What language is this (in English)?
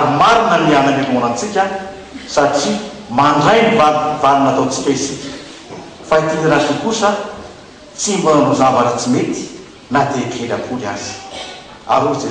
Malagasy